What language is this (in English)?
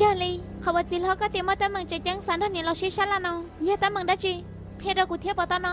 Hmong